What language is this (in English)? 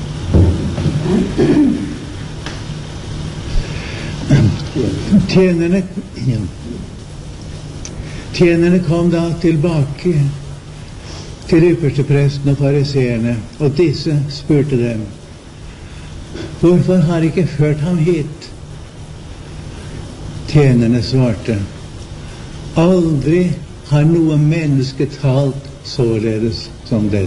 Norwegian